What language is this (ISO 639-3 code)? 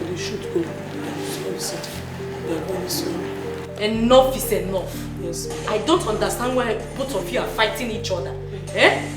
pcm